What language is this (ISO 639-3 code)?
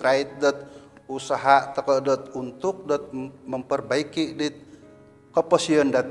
dtp